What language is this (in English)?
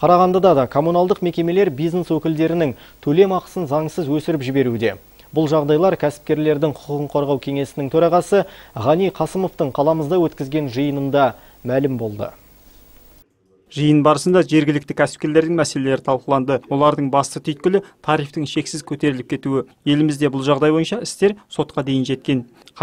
Kazakh